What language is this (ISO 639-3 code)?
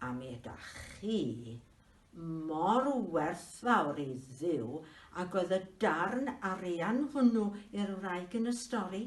cym